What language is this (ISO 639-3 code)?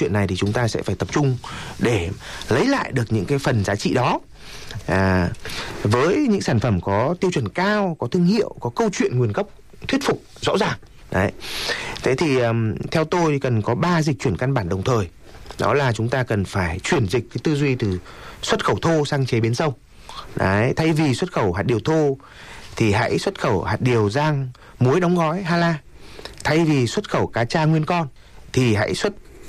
vie